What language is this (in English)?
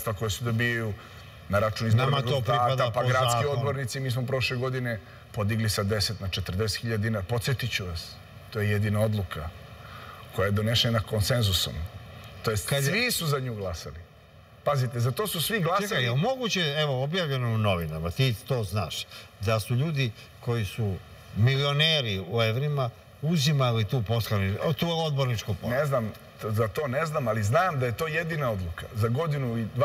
Serbian